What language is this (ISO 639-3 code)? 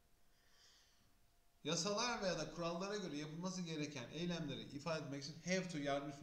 tur